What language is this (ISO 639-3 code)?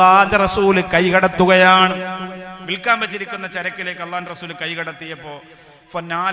mal